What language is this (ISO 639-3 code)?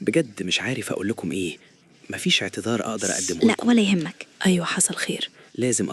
arz